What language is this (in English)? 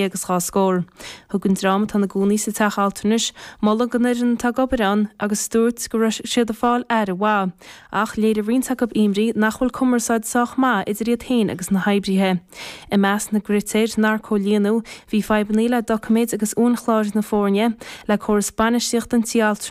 Irish